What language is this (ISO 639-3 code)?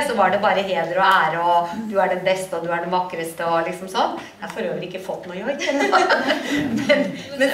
nor